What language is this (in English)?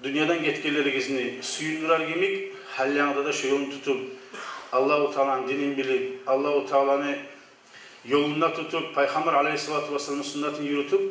Kumyk